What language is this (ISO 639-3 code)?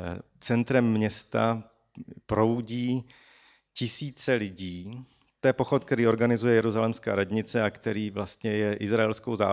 ces